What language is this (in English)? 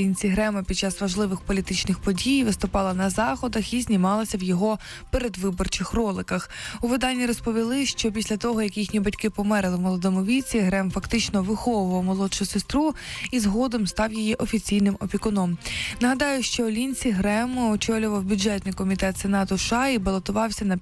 Ukrainian